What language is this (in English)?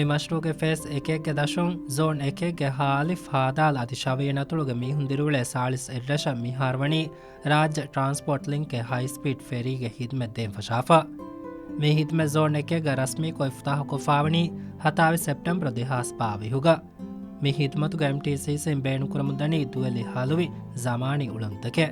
Divehi